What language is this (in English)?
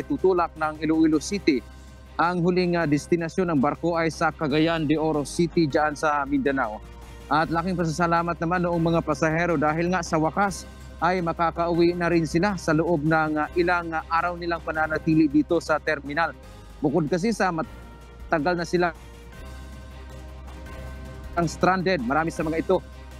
Filipino